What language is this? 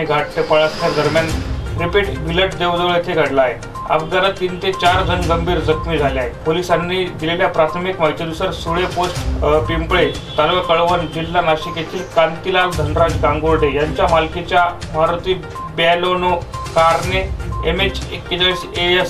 Marathi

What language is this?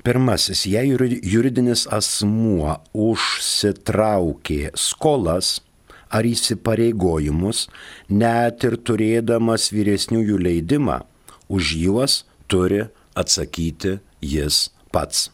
Lithuanian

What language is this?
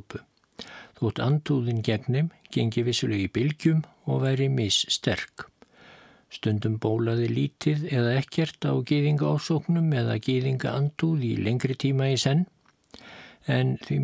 Icelandic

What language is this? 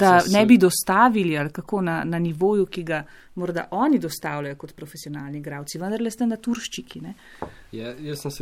Slovenian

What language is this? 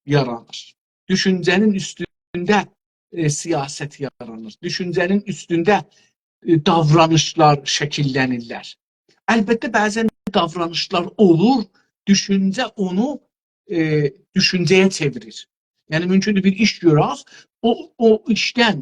South Azerbaijani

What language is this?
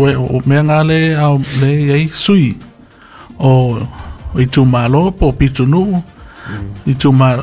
Samoan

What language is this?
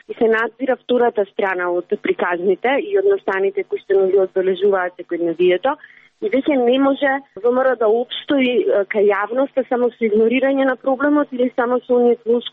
Macedonian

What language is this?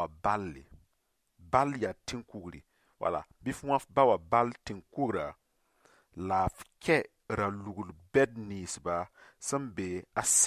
Mossi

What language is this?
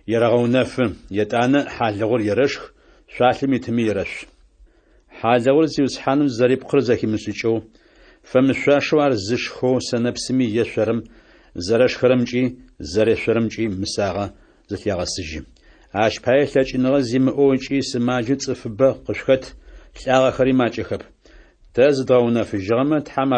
Adyghe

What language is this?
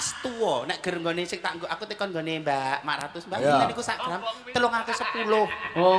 Javanese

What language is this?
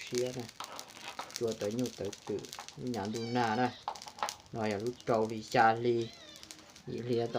Hmong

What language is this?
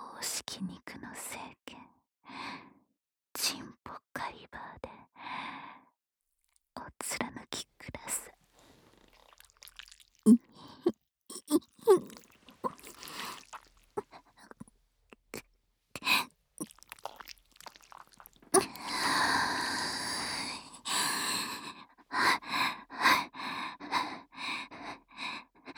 Japanese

